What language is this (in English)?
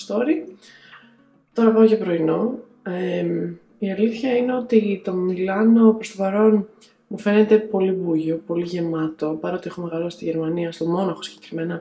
Greek